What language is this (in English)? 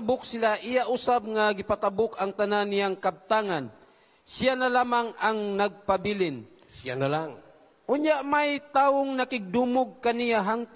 Cebuano